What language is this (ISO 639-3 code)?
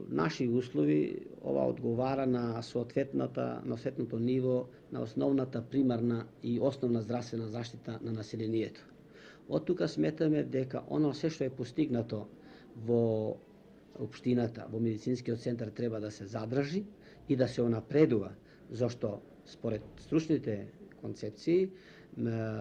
mkd